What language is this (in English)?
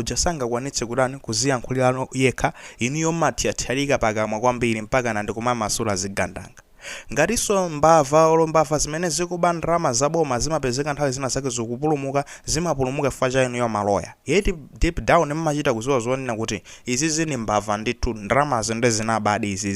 Nyanja